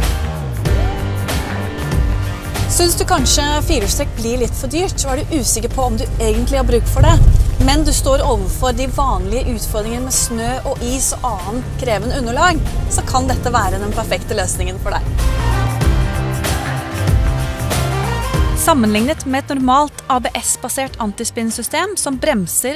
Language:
Norwegian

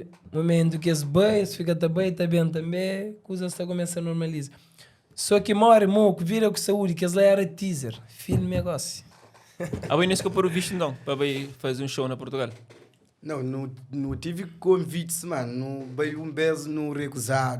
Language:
Kabuverdianu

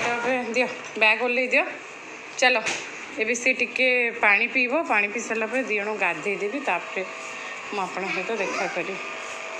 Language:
Odia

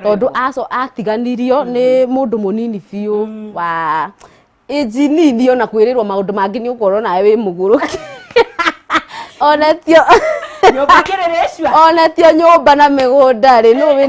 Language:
Kikuyu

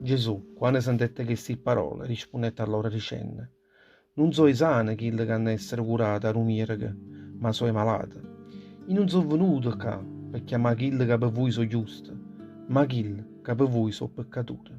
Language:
Neapolitan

